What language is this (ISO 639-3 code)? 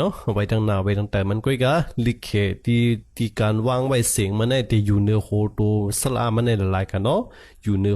shn